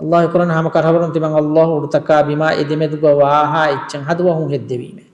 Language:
Divehi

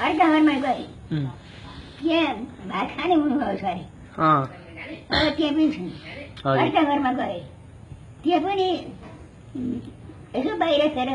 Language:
Nepali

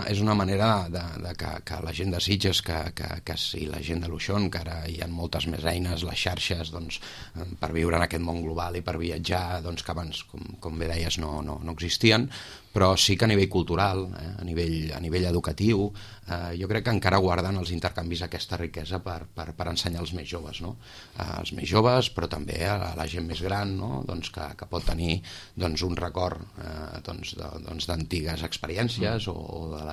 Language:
Catalan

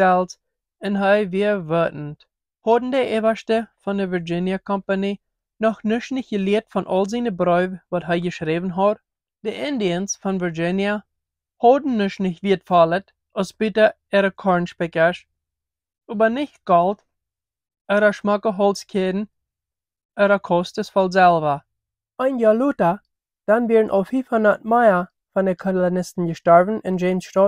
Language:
Plautdietsch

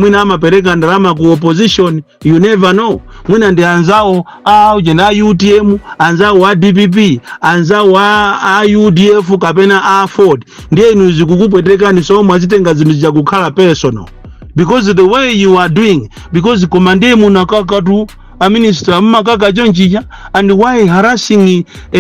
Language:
Nyanja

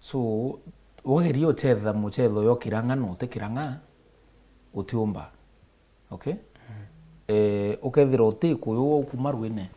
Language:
Meru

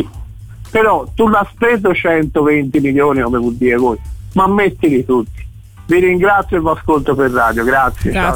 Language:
Italian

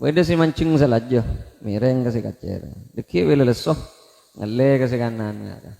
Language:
Madurese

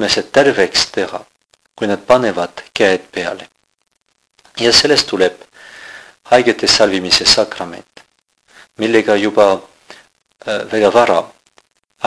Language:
Estonian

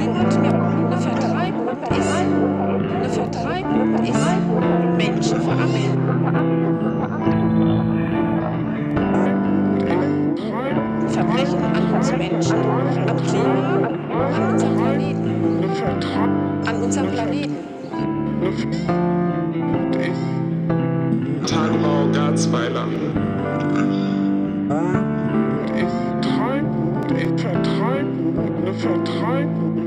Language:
German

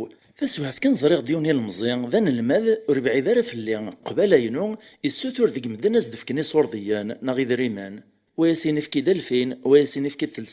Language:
Kabyle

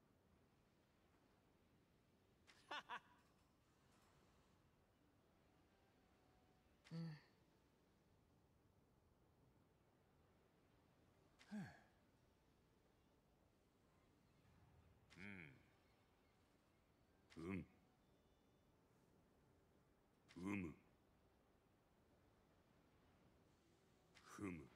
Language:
Japanese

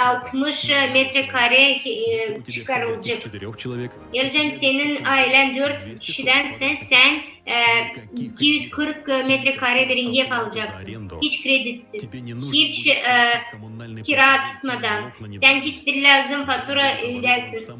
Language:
Gagauz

